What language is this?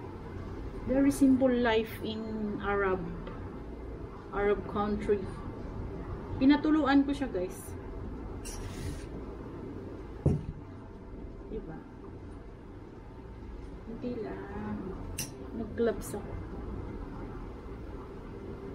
Filipino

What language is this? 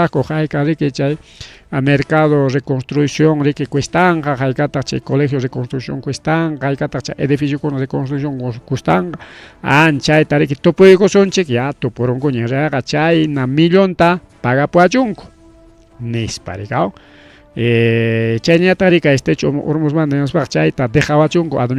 Ayacucho Quechua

